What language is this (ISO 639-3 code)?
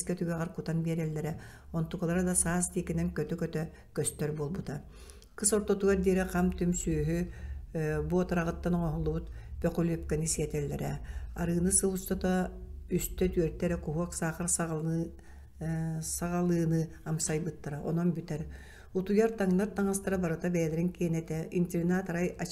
sah